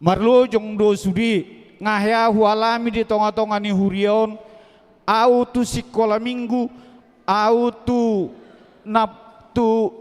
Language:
Batak Toba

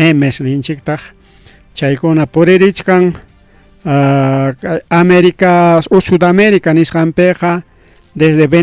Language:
Ayacucho Quechua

